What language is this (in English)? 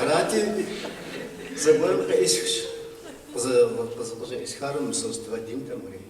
Kabardian